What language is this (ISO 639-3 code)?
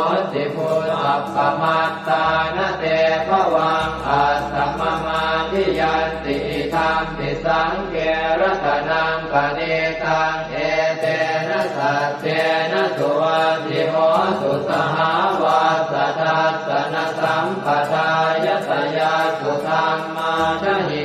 pli